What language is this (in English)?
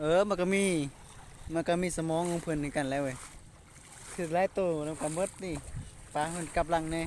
Lao